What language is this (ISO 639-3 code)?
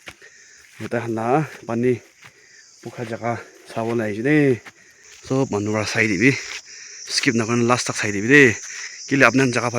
nag